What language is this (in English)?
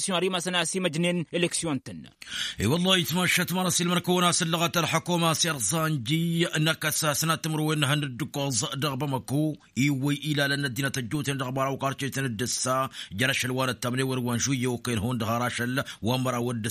Tamasheq